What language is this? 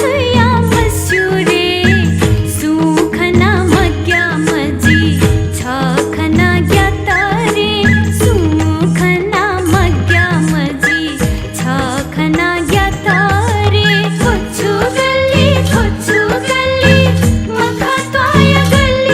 Newari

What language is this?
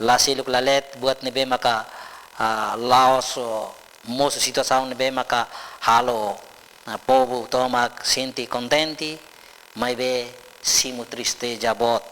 Tetum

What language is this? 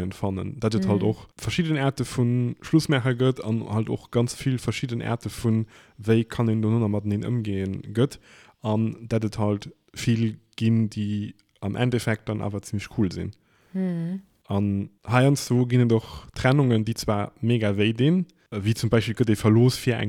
Luxembourgish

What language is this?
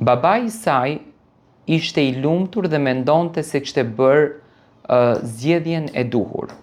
Albanian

